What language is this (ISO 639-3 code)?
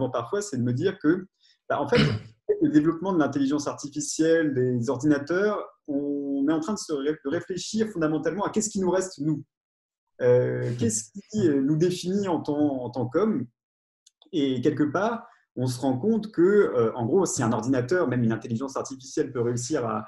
fra